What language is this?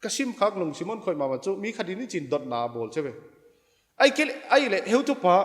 Paite Chin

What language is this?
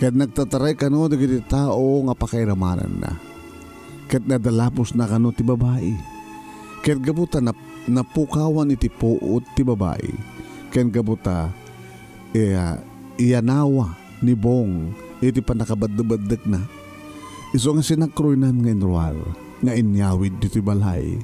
Iloko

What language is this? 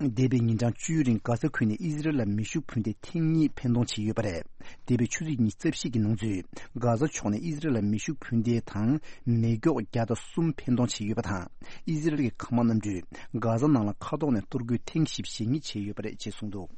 Tibetan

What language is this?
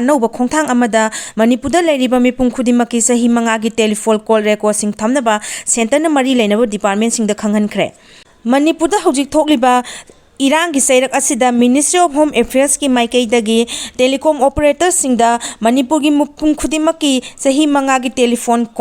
Manipuri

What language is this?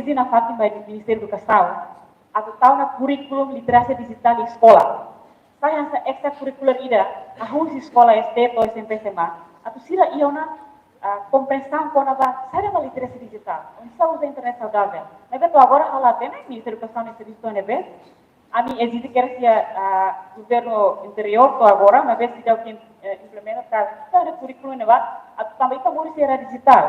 Tetum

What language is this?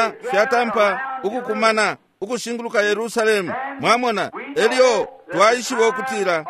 Bemba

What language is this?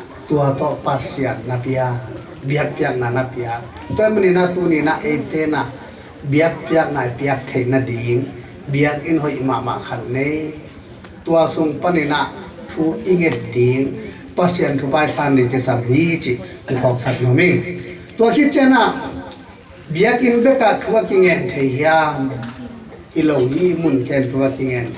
Tedim Chin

